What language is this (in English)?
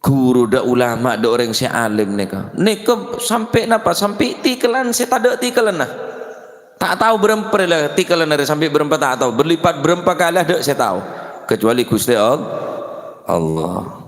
Madurese